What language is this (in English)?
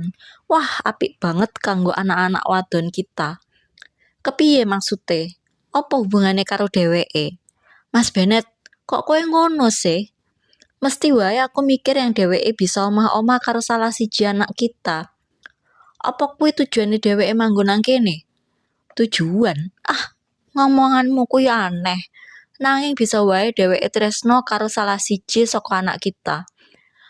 Javanese